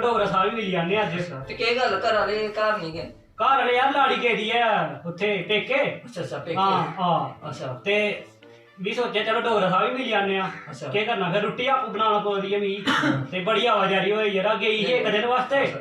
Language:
Dogri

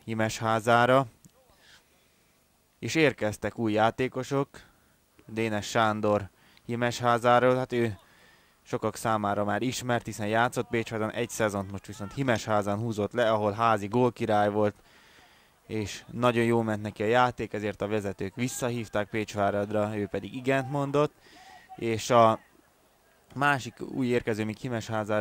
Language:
Hungarian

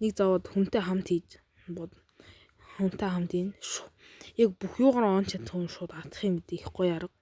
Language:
Mongolian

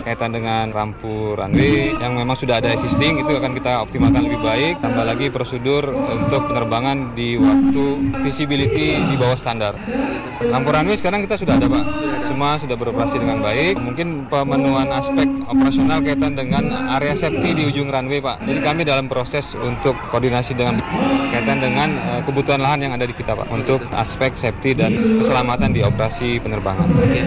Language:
Indonesian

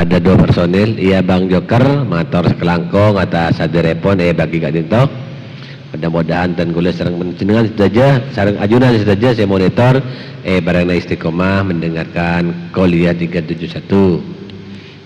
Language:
Madurese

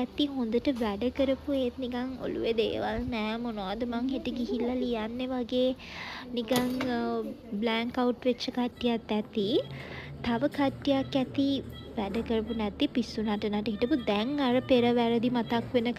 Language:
Sinhala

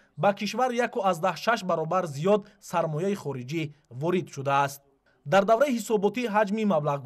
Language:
Tajik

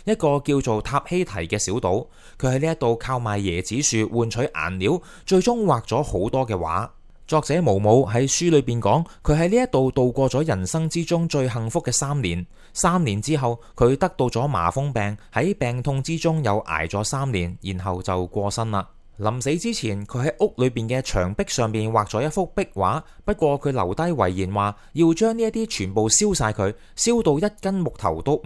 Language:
Cantonese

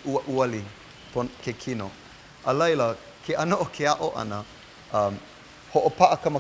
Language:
Hawaiian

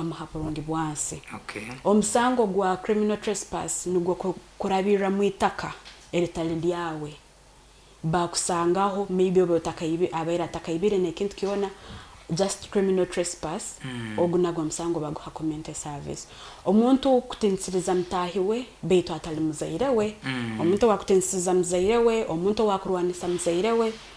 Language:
Nyoro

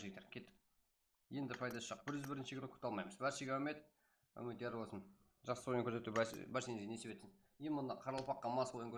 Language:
Kara-Kalpak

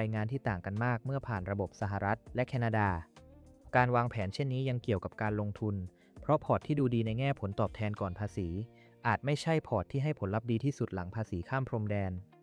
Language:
Thai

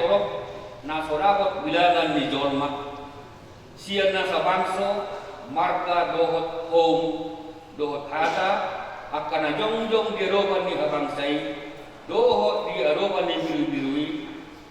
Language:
Batak Toba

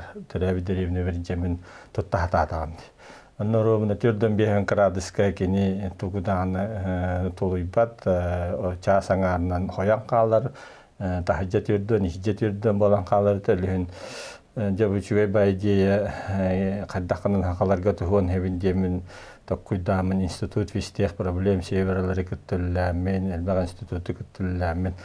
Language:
Yakut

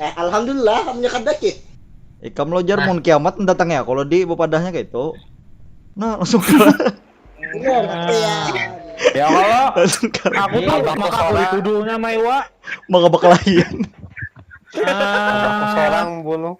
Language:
Banjar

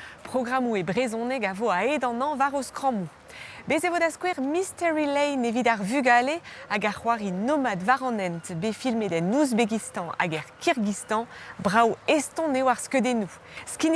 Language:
Breton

